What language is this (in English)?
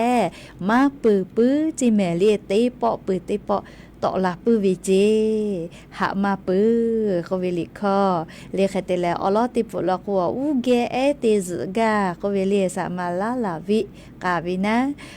Lahu